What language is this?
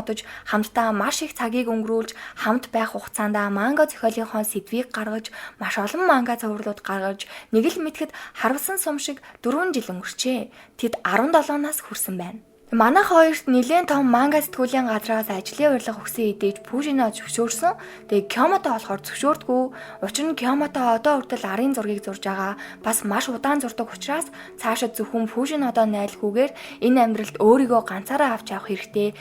Mongolian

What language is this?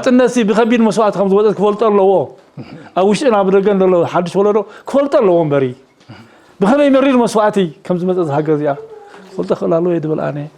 Tigrinya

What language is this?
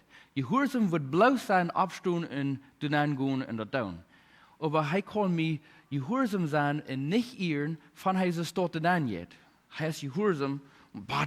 Plautdietsch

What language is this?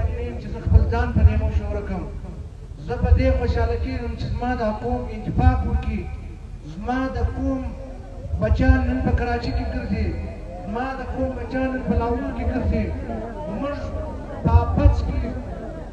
Pashto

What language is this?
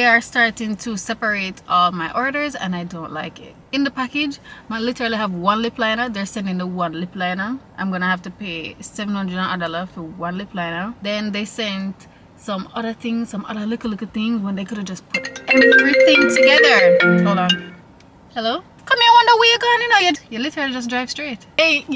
Jamaican Creole English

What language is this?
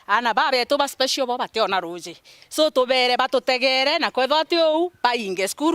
Meru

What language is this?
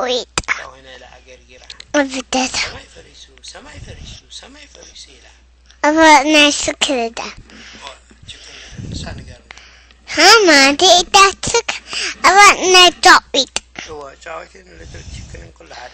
Tigrinya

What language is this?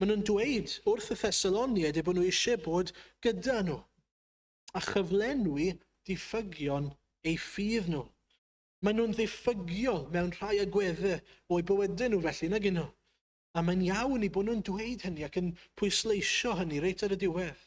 Welsh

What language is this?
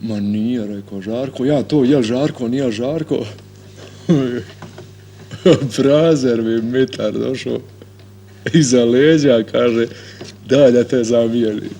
Bosnian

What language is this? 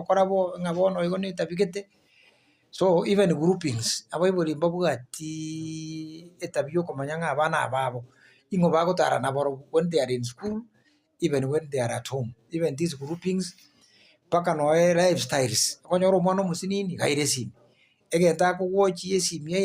Gusii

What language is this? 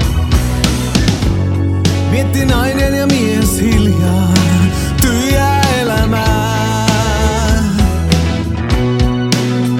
Finnish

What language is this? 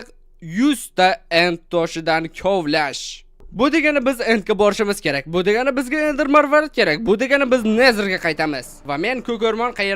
Uzbek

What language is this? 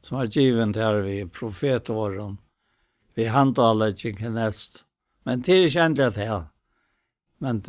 Faroese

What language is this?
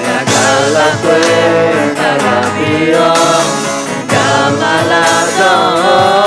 Akha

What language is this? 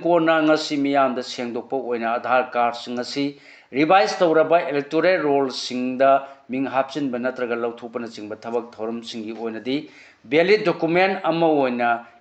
Manipuri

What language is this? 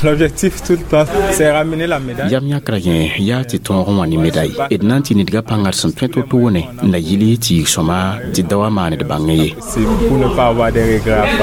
Mossi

